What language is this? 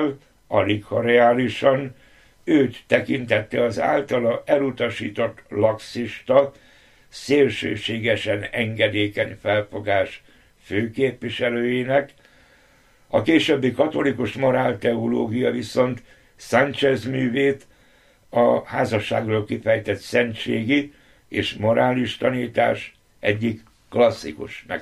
Hungarian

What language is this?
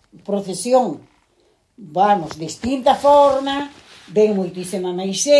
Galician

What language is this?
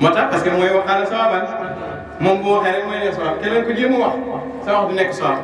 Wolof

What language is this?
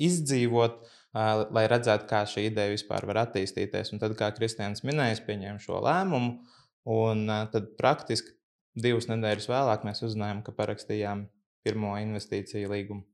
Latvian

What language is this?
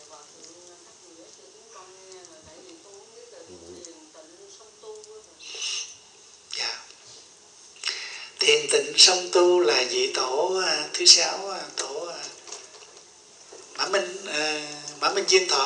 Vietnamese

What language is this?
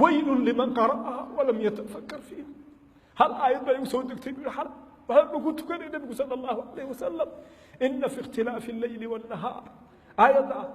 Somali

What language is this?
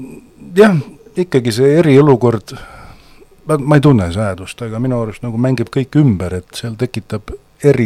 Estonian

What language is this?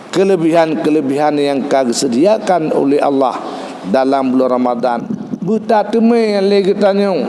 Achinese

